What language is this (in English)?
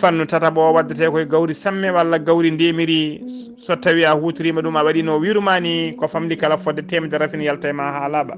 Fula